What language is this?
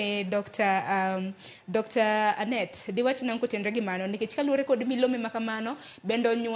Luo (Kenya and Tanzania)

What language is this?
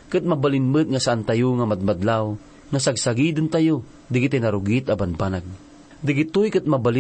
Iloko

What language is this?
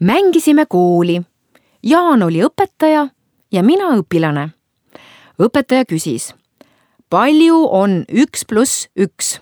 Estonian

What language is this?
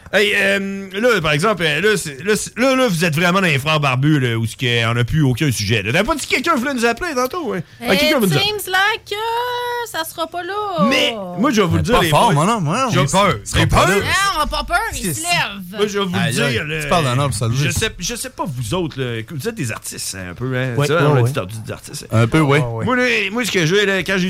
French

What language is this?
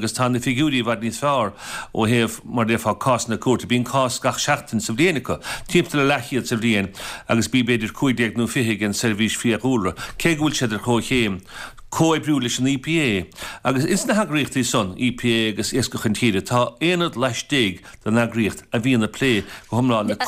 Irish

